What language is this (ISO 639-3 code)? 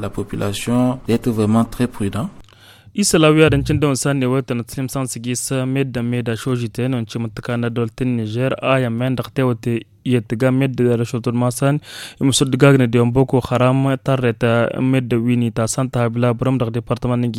taq